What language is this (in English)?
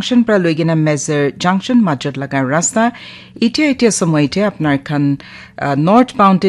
Naga Pidgin